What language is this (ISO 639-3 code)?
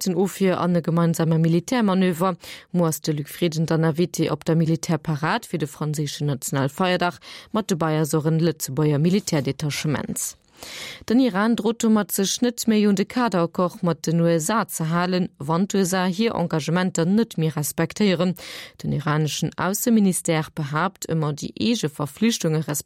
ltz